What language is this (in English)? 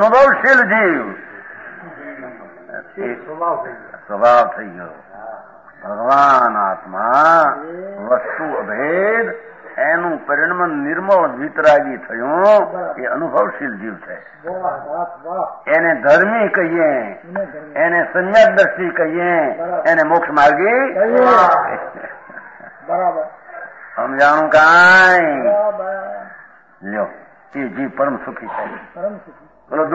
Gujarati